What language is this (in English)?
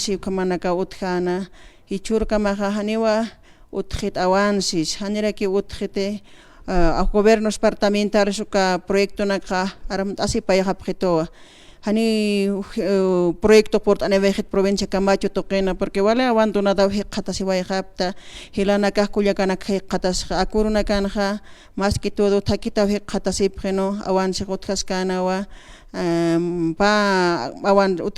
Aymara